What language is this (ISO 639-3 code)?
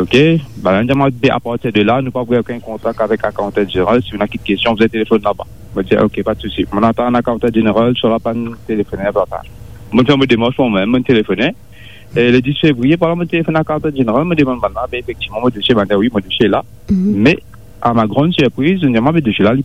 mfe